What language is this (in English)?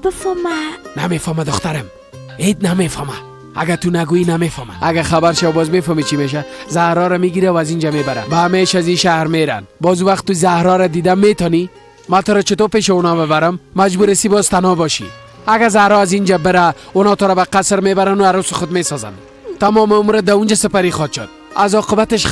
Persian